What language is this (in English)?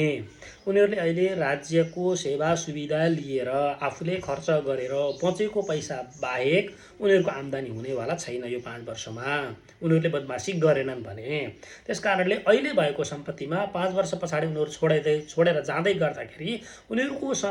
Nepali